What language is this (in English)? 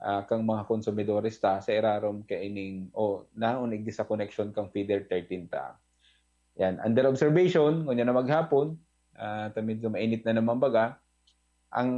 Bikol